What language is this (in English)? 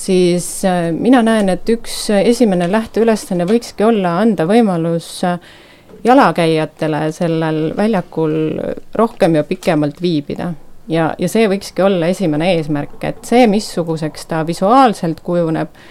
Estonian